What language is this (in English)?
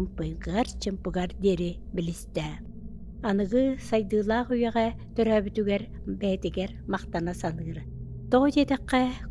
Yakut